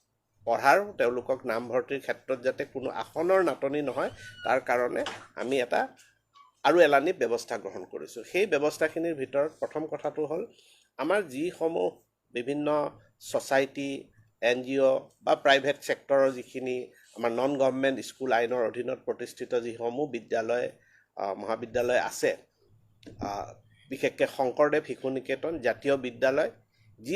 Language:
Assamese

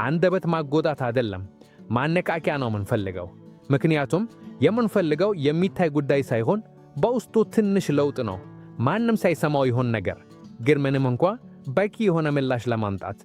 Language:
Amharic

